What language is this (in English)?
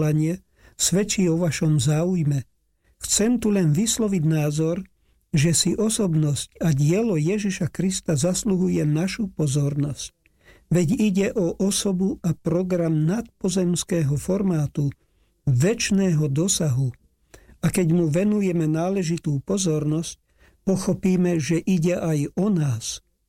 Slovak